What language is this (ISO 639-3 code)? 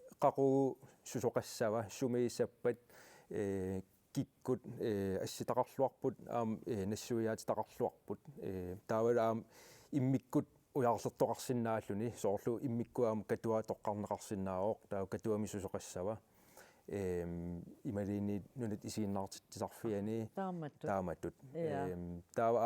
kal